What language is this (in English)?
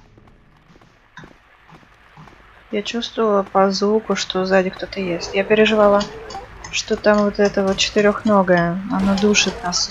Russian